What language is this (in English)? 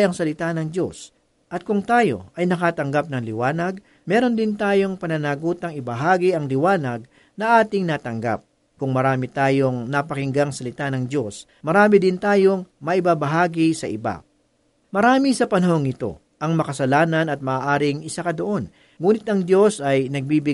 Filipino